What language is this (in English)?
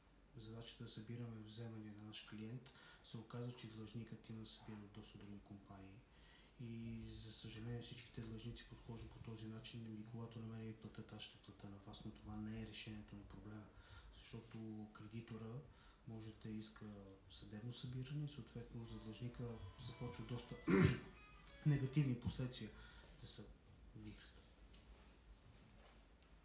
Bulgarian